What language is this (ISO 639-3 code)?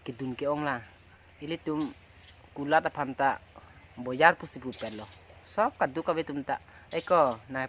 mjw